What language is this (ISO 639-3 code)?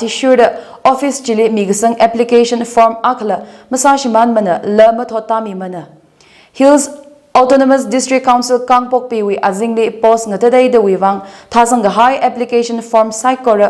nmf